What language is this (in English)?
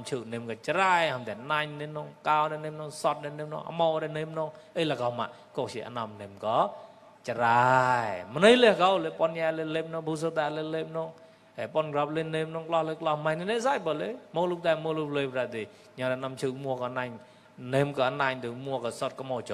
Mon